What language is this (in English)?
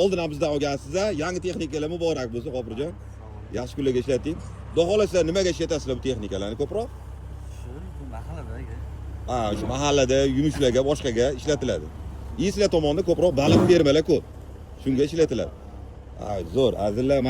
Uzbek